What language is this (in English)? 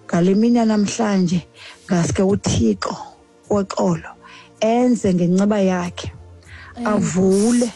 Xhosa